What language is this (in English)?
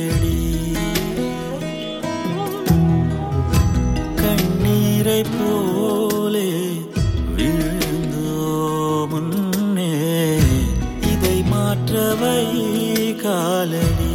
Tamil